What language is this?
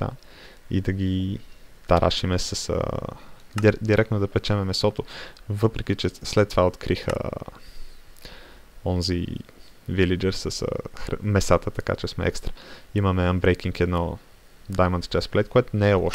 Bulgarian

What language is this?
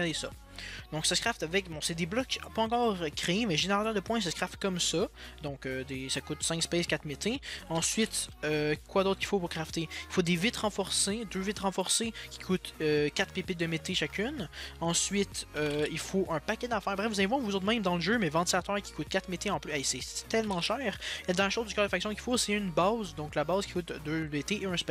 French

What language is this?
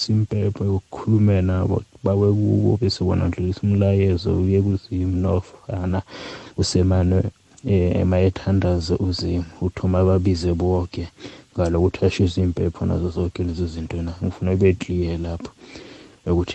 South Ndebele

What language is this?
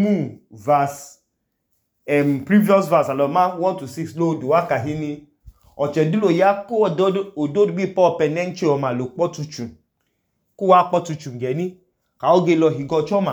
Idoma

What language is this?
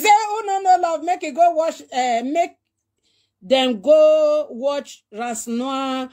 Nigerian Pidgin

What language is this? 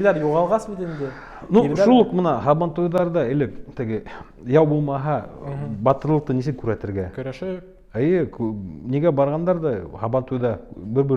Bashkir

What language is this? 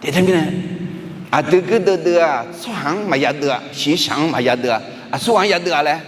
Akha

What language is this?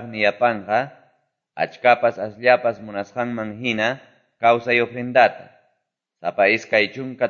Quechua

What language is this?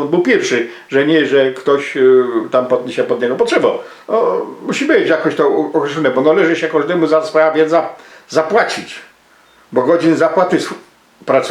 Silesian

